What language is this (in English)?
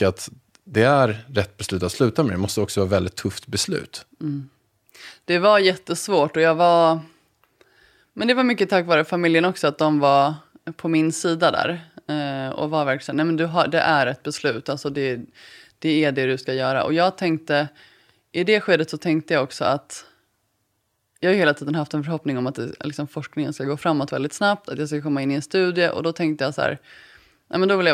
Swedish